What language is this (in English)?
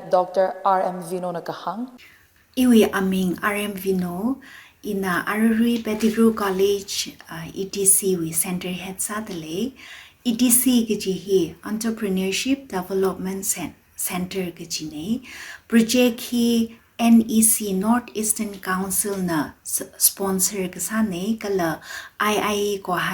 Tangkhul Naga (India)